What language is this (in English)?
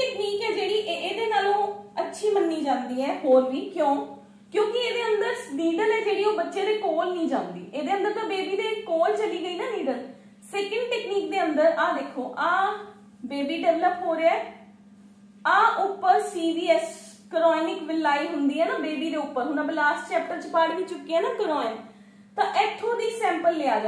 Punjabi